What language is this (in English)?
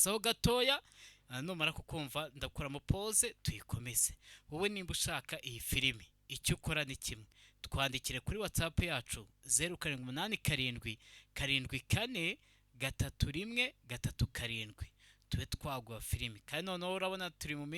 Kinyarwanda